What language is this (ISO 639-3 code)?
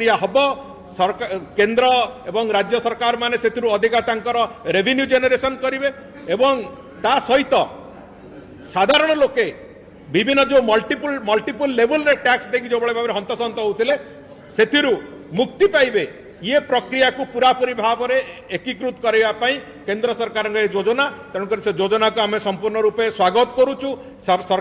ori